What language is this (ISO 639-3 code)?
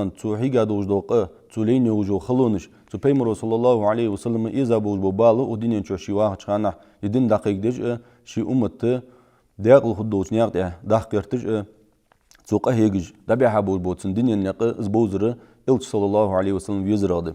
inh